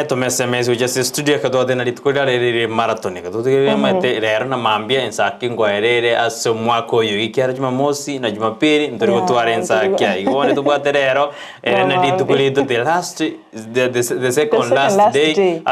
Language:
Gusii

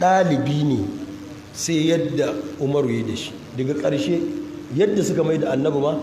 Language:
Hausa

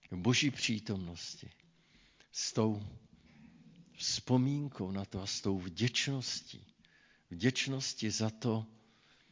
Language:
Czech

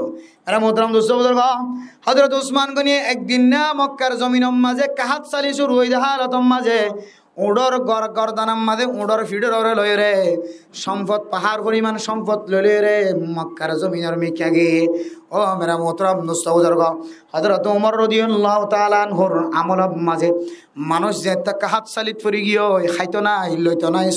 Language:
Rohingya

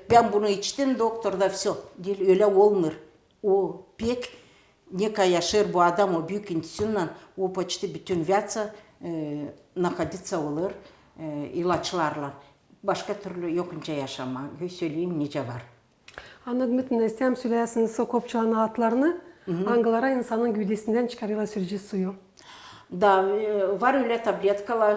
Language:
Gagauz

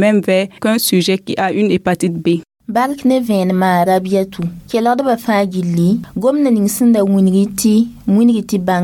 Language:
Mossi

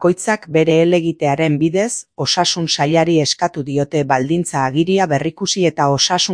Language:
Basque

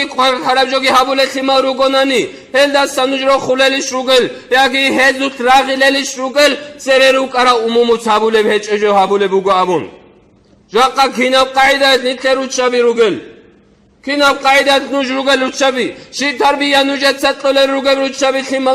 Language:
Avaric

